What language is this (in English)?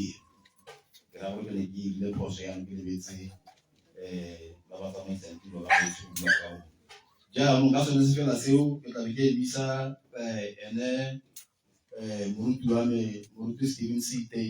Tswana